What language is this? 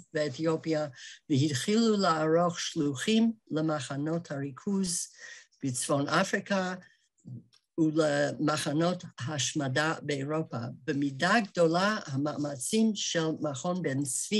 Hebrew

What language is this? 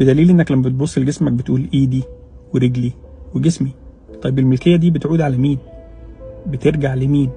Egyptian Arabic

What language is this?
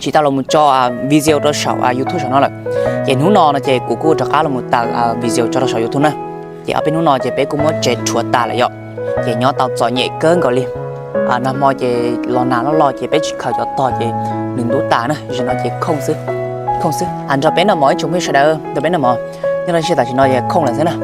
Hmong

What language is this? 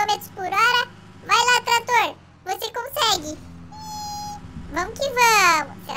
Portuguese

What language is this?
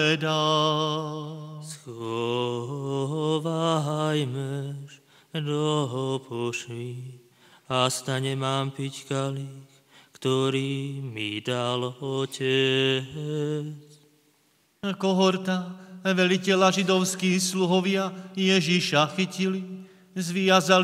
Slovak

